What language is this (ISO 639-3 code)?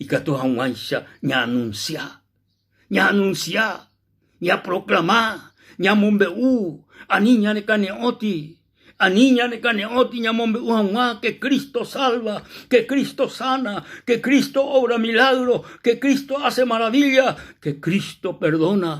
grn